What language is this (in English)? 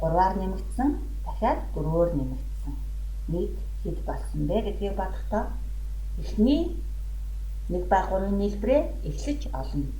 Mongolian